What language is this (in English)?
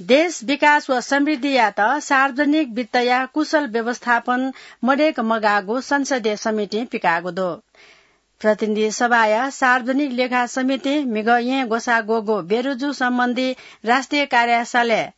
Newari